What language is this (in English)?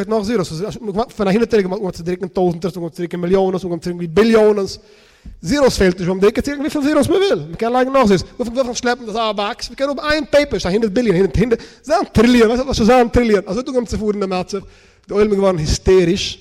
Yiddish